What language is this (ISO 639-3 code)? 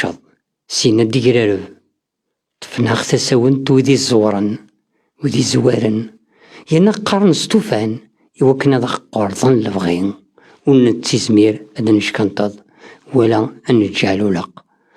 kab